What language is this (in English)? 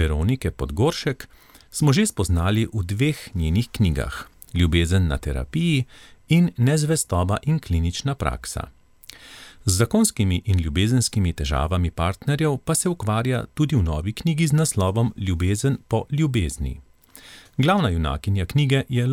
Slovenian